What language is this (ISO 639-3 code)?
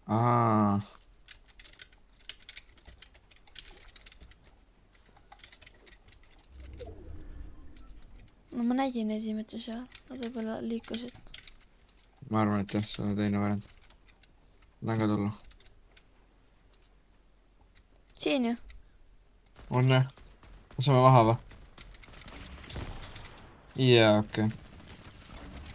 est